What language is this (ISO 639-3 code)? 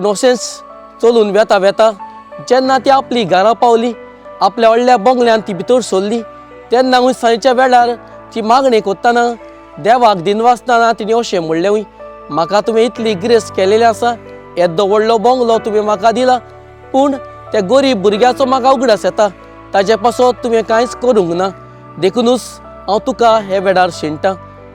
kok